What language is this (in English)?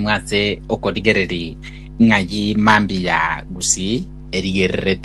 Gusii